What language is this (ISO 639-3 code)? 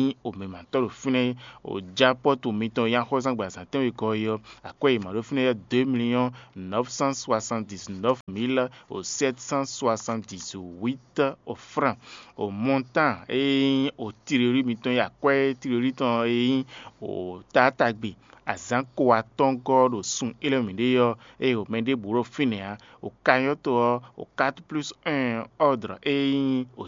fon